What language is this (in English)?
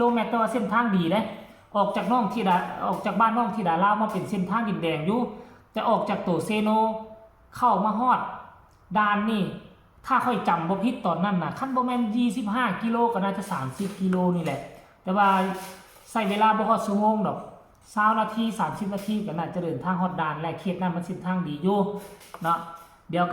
Northeastern Thai